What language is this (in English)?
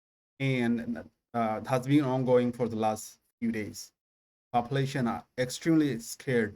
English